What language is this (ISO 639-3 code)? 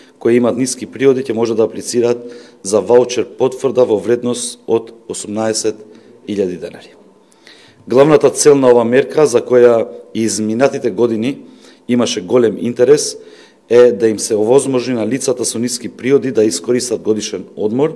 mkd